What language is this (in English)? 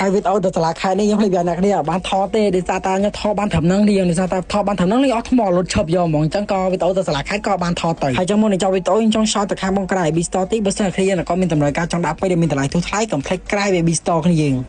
Khmer